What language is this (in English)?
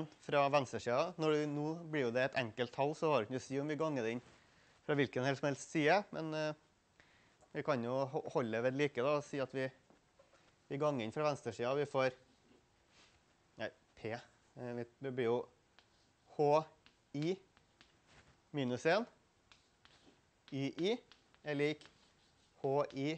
Norwegian